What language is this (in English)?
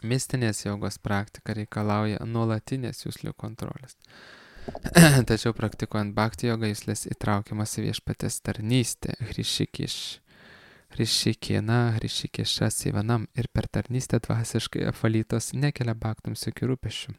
Lithuanian